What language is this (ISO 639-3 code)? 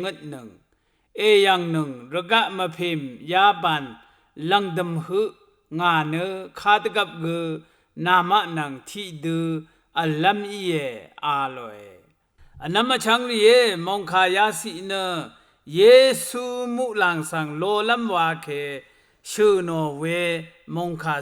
raw